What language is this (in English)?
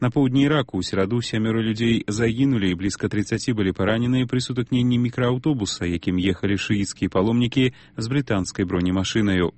Belarusian